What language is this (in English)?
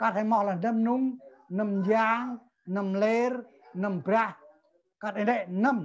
Central Mnong